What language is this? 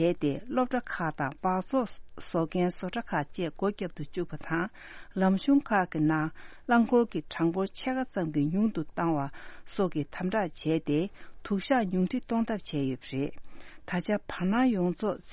Tibetan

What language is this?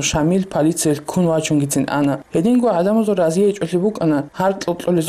Avaric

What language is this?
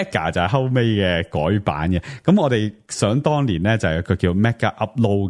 Cantonese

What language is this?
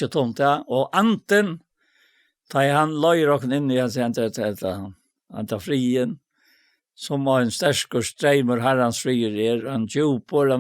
Faroese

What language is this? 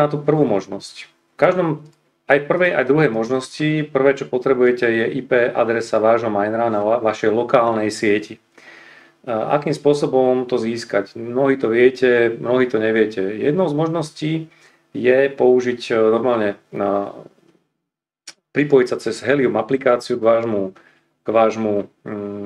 Slovak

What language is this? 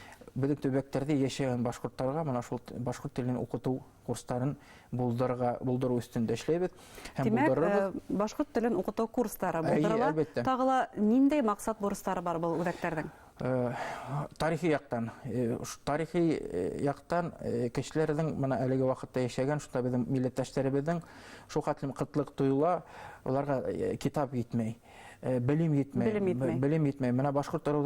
Bashkir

